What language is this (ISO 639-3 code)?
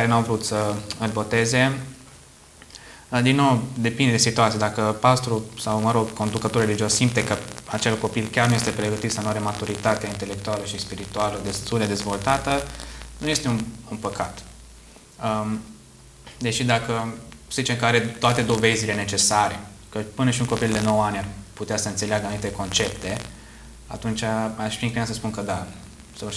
ron